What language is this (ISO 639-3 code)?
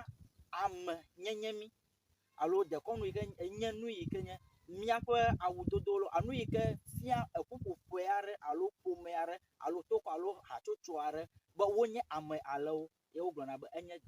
ewe